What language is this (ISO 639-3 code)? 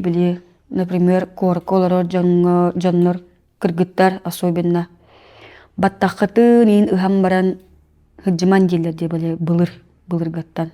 sah